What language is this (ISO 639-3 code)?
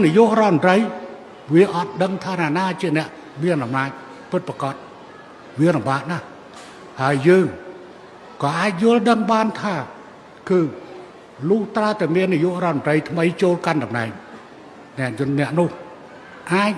khm